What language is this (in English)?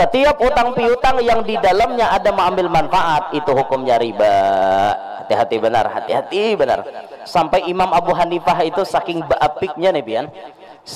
Banjar